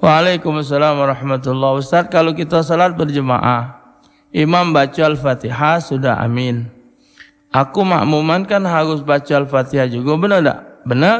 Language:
Musi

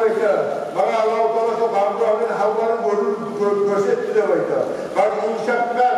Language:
Kumyk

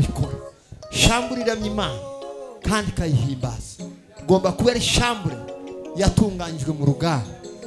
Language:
Kinyarwanda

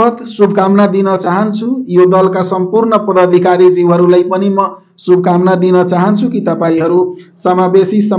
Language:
Nepali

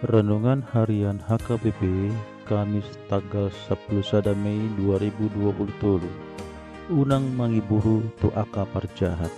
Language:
Batak Toba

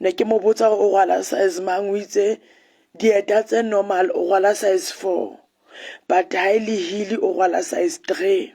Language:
Southern Sotho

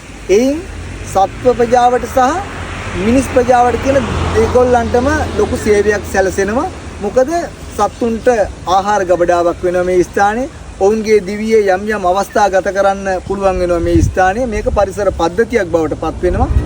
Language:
Sinhala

